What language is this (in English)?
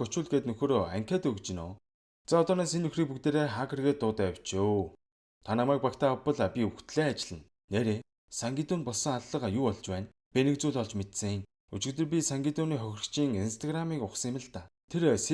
Mongolian